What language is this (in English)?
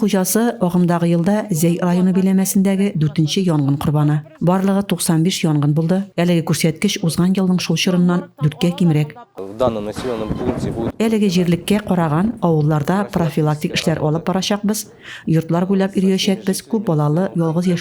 Tatar